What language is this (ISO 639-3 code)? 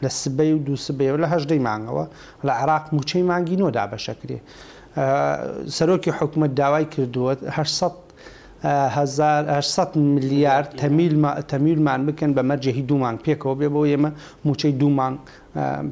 ckb